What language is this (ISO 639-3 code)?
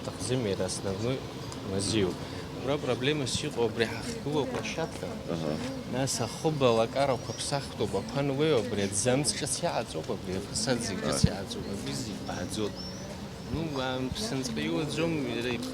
abk